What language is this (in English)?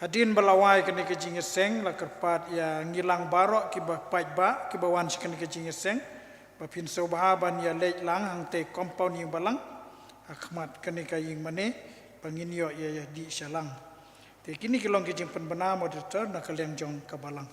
Khasi